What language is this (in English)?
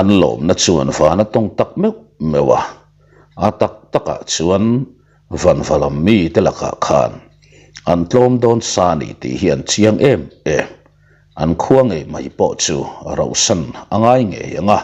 Mizo